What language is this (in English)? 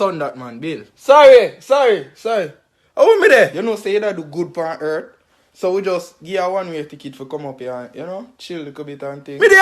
Jamaican Creole English